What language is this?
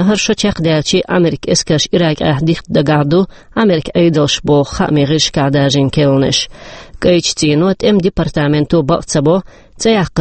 Chechen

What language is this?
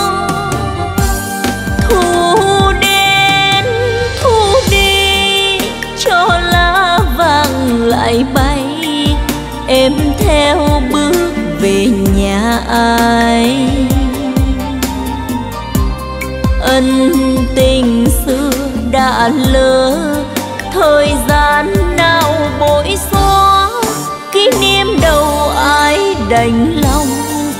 Vietnamese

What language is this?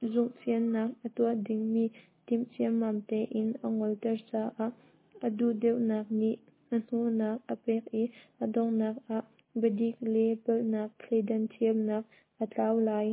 Hakha Chin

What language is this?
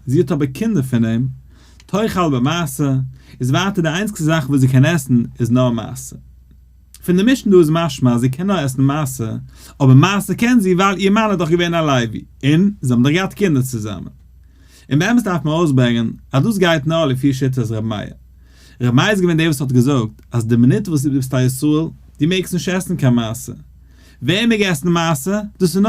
Yiddish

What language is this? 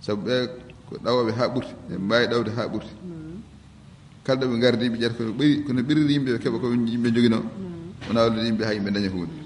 Fula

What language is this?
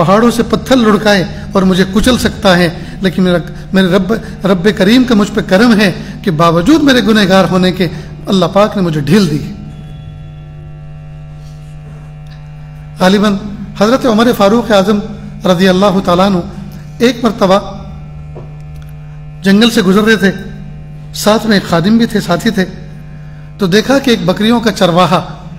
Urdu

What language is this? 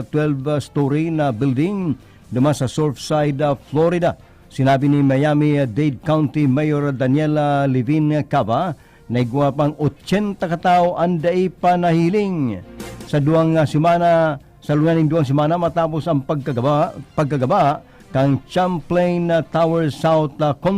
Bikol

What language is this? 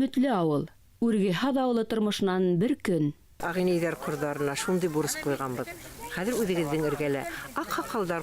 Bashkir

